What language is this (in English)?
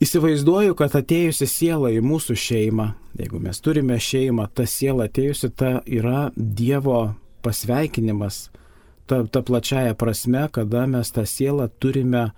Lithuanian